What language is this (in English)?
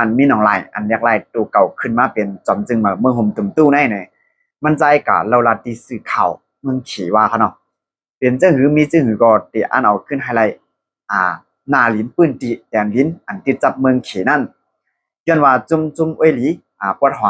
Shan